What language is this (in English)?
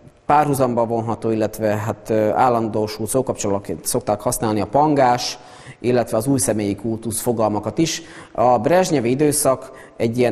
Hungarian